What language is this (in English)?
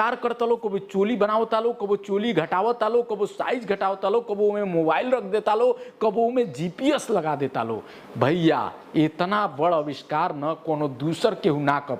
Bhojpuri